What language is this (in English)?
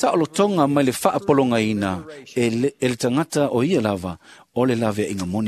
Samoan